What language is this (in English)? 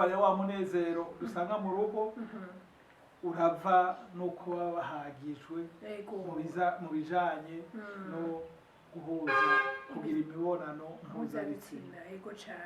Rundi